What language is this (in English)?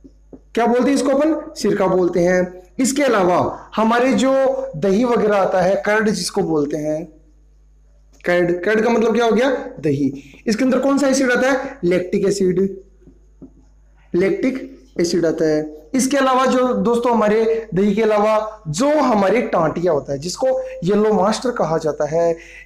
Hindi